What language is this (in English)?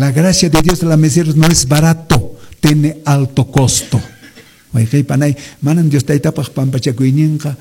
Quechua